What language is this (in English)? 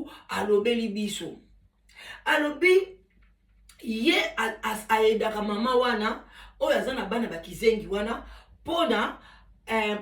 Lingala